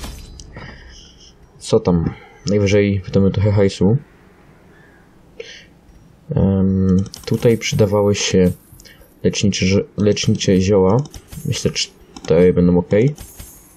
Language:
Polish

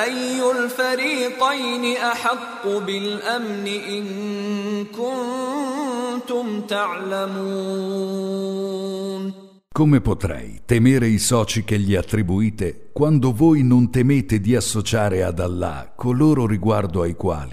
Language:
Italian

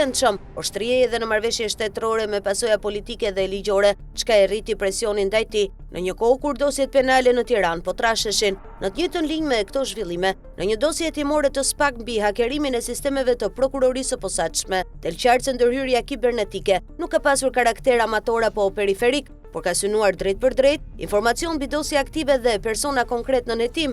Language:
Albanian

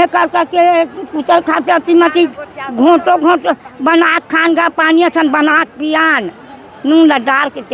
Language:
Chhattisgarhi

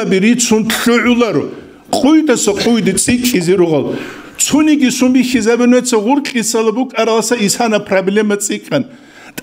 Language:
Avaric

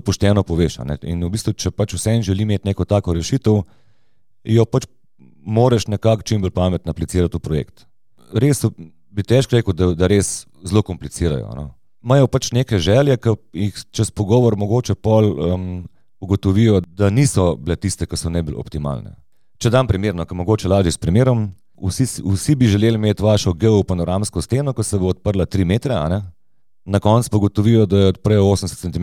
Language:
Slovenian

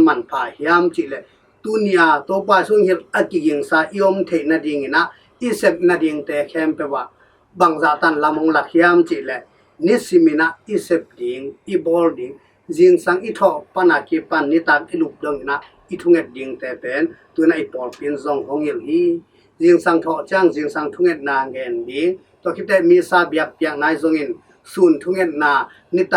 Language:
Tedim Chin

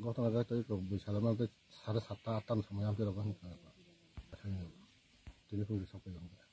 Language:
Kok Borok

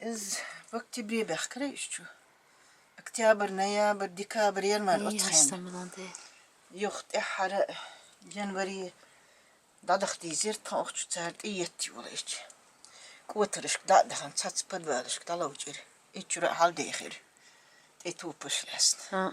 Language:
Chechen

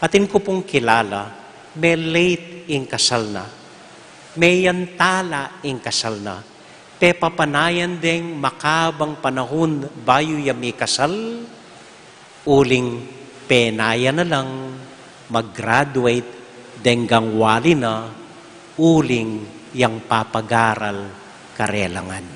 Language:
Pampanga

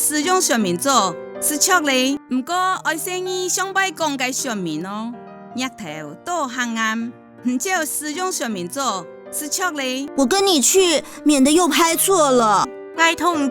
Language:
Hakka Chinese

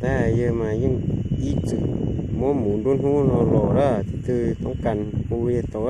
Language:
Hmong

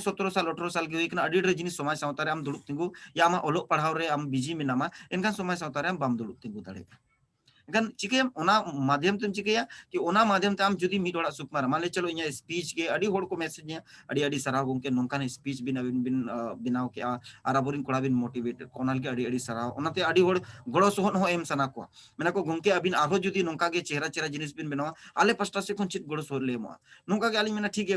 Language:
Santali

